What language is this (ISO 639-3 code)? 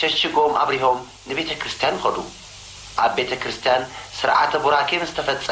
tir